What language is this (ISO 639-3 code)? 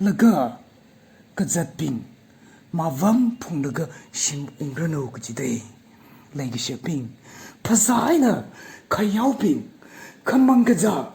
nmf